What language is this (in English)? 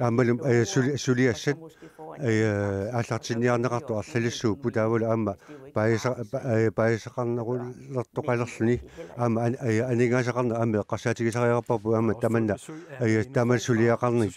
Kalaallisut